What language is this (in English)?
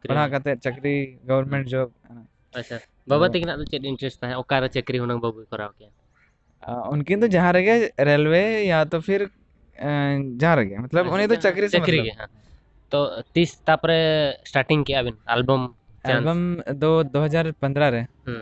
Santali